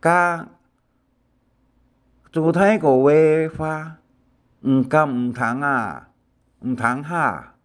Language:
Hakka Chinese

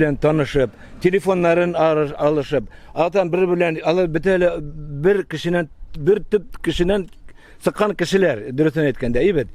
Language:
Bashkir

